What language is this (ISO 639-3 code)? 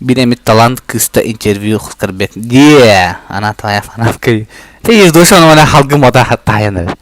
sah